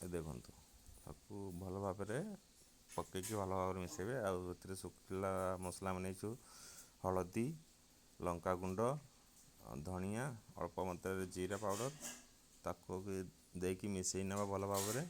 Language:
Odia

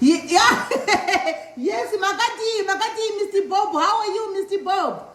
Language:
Shona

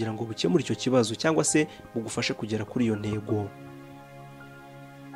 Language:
Kinyarwanda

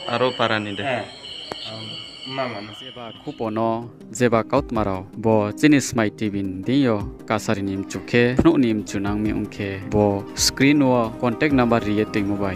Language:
Riang (India)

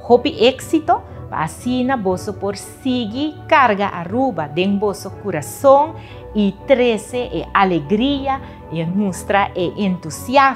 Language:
Papiamento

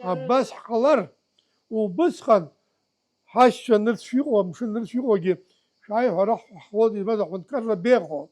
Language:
Abkhazian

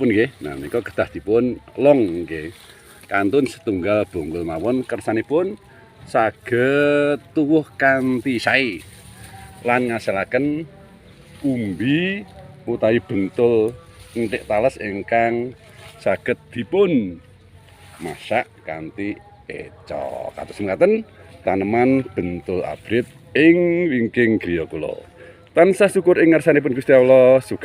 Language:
Javanese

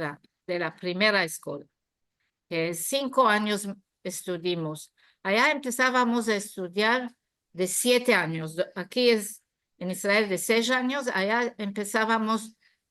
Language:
Ladino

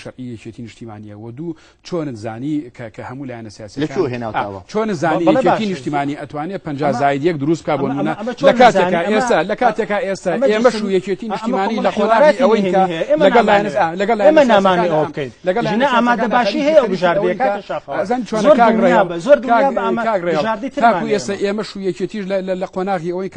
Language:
Central Kurdish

